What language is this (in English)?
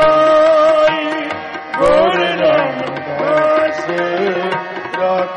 Punjabi